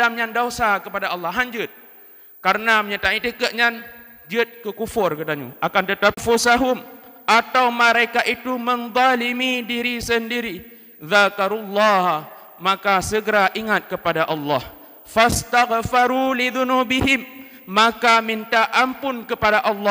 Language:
Achinese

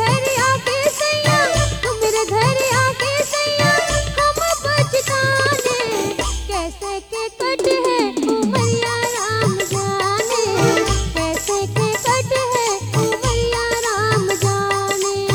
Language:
Bhojpuri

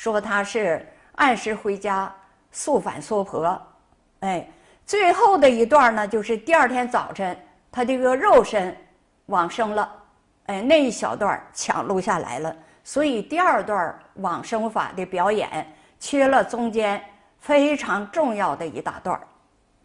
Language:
Chinese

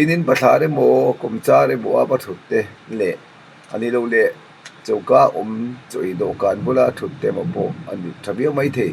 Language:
Mizo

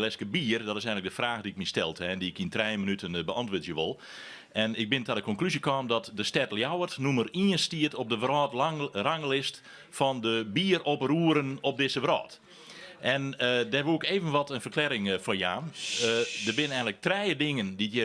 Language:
Western Frisian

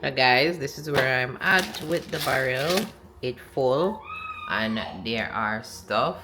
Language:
Jamaican Creole English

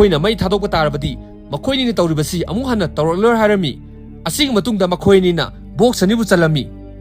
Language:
Manipuri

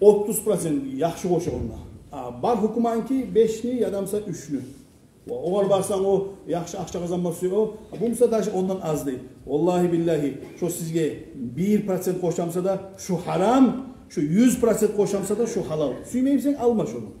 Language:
Kumyk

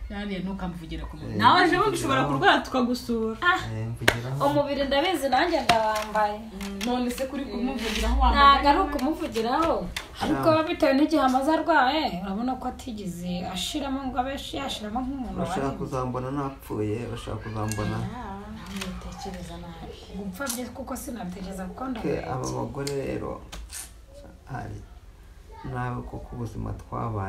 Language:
Kinyarwanda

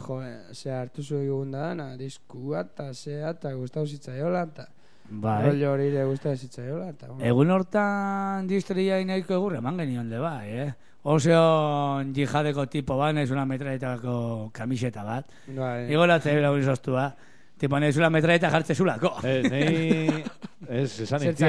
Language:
Basque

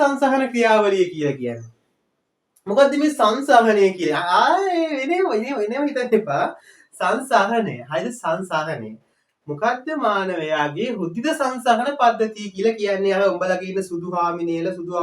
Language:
Sinhala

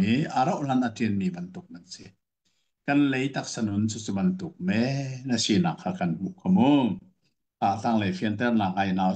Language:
Hakha Chin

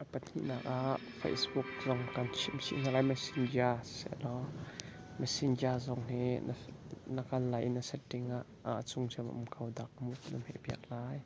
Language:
Hakha Chin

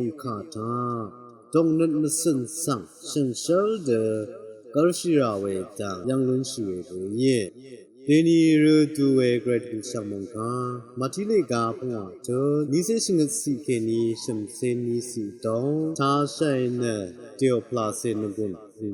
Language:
Rawang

